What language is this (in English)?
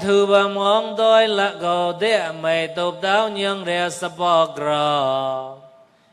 Mon